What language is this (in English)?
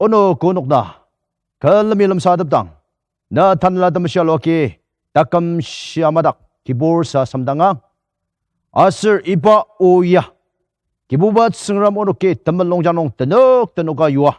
Ao Naga